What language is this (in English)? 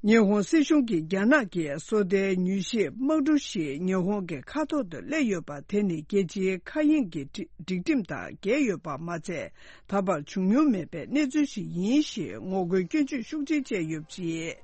Tibetan